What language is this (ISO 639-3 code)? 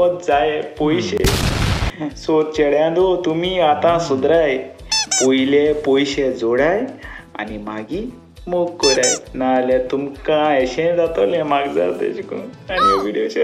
kok